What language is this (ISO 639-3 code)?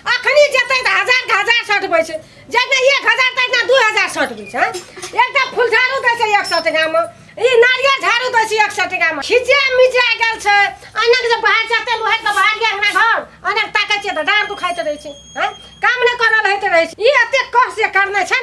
mai